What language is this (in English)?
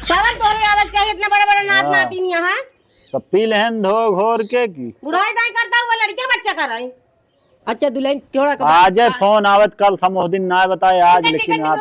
Awadhi